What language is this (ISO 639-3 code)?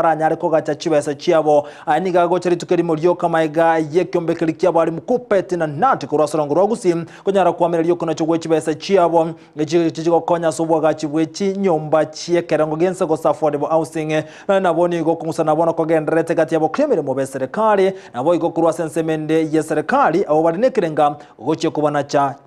guz